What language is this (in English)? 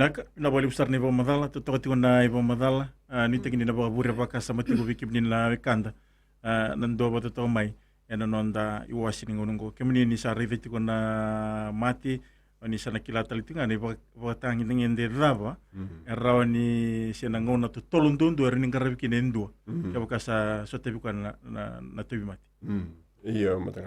Fijian